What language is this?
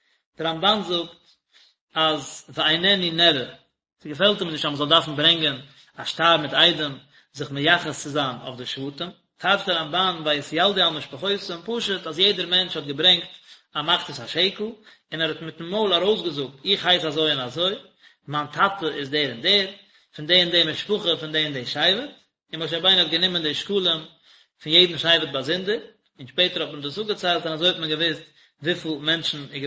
Yiddish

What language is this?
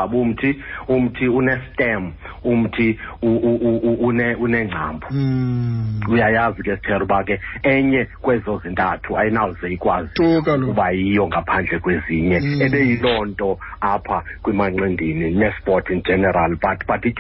Xhosa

